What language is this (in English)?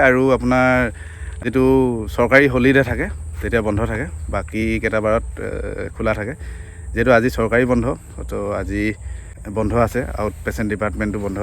Assamese